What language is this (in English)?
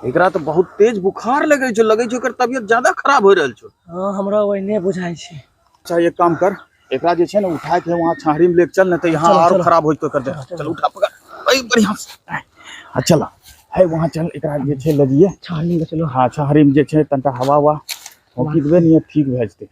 Angika